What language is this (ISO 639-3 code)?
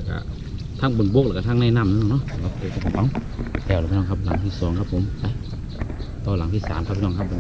tha